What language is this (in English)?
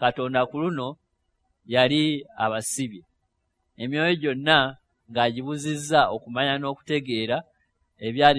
Ganda